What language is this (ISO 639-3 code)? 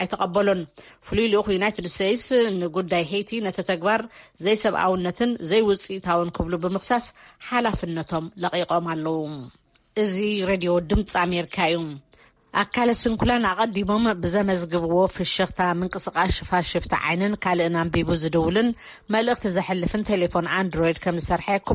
tir